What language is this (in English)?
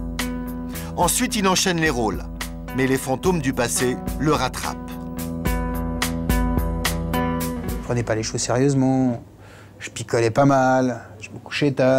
French